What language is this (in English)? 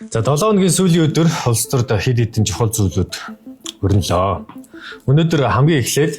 Mongolian